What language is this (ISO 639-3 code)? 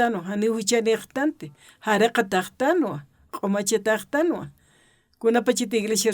aym